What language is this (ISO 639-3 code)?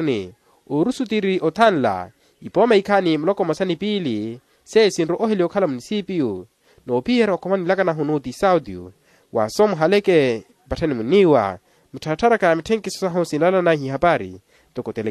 vmw